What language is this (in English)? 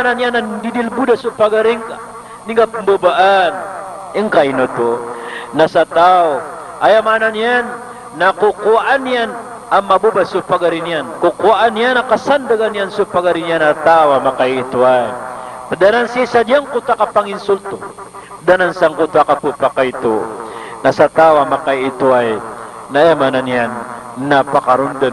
Maranao